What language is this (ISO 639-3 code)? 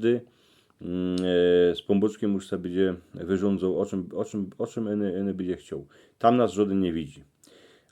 szl